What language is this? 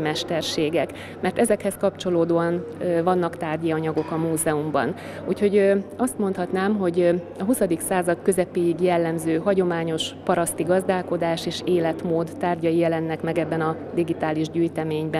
Hungarian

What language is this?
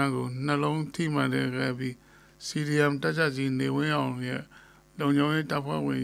Burmese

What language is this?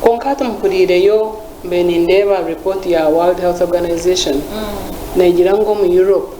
Nyankole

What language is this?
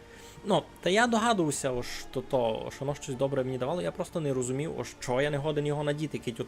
Rusyn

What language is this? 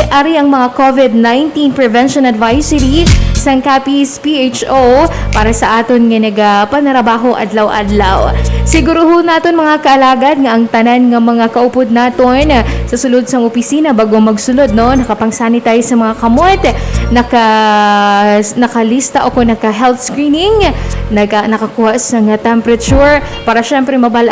Hiligaynon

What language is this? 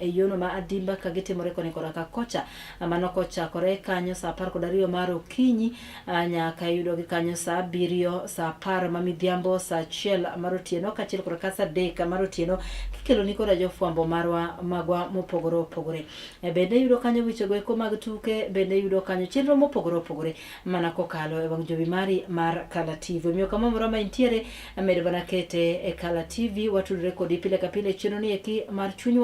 Luo (Kenya and Tanzania)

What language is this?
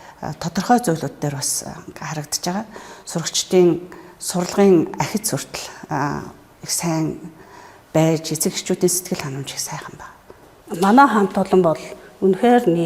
Mongolian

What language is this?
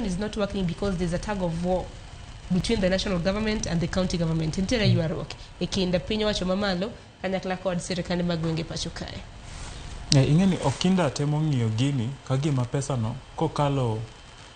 Luo (Kenya and Tanzania)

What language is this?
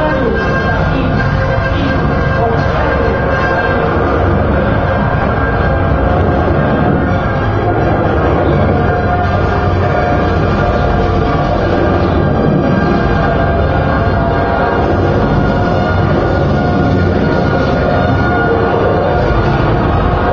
Basque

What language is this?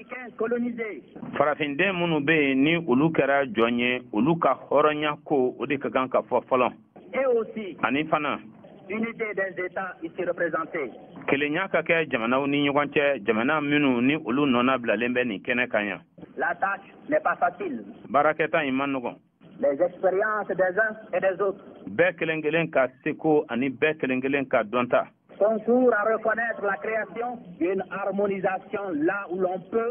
Bambara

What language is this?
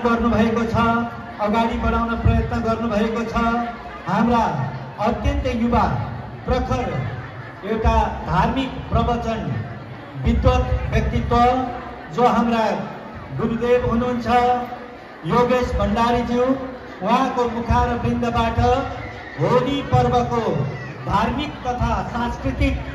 Nepali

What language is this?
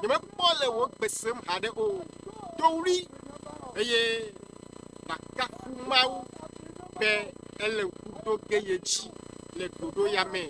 Ewe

